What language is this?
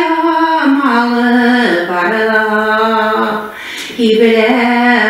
Bashkir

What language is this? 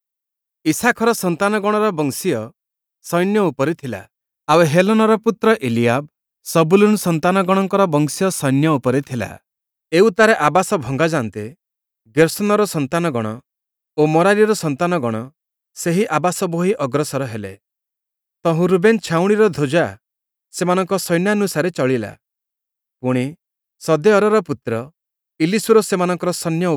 Odia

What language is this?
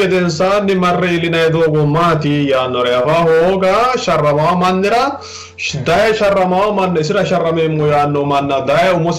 Sidamo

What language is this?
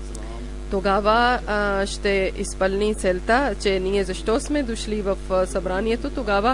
Bulgarian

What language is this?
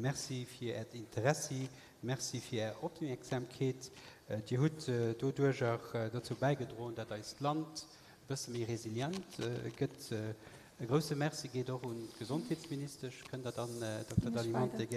Luxembourgish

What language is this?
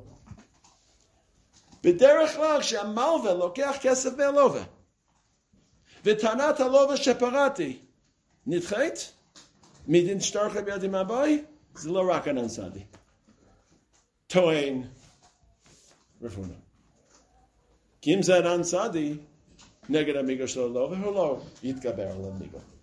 Hebrew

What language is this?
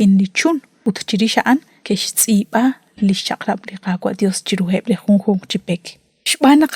Kekchí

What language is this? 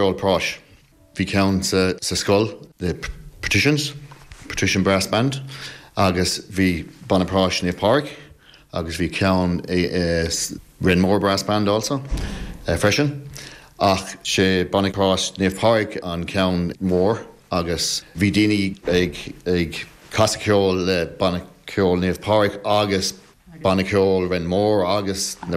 Irish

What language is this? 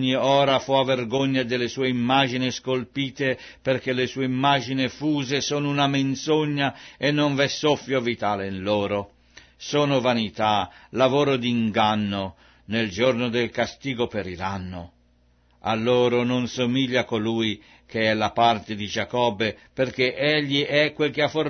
Italian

